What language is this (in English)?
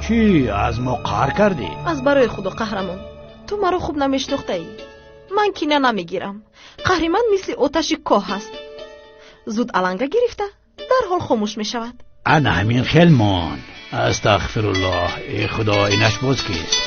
Tajik